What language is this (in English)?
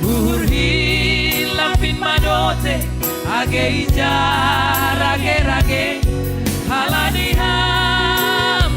Batak Simalungun